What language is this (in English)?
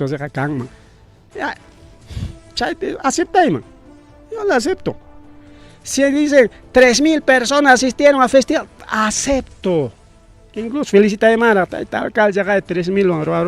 Ayacucho Quechua